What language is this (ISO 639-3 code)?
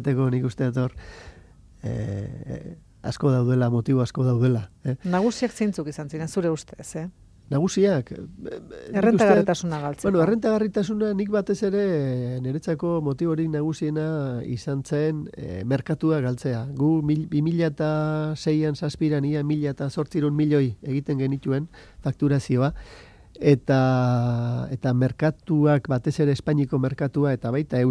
eus